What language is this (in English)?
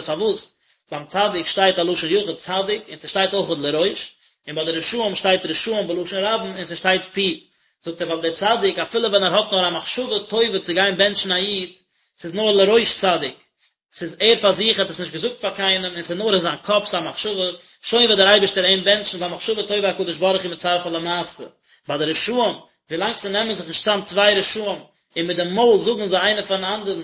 Yiddish